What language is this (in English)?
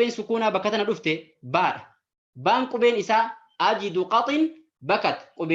Oromo